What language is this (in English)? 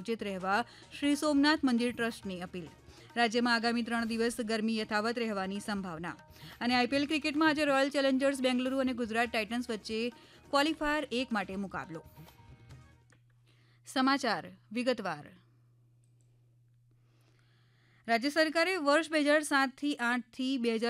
Gujarati